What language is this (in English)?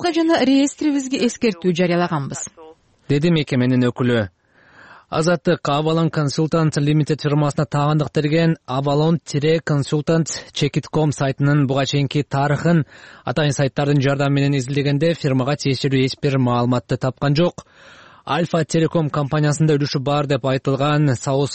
Kyrgyz